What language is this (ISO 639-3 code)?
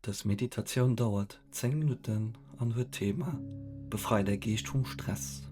ltz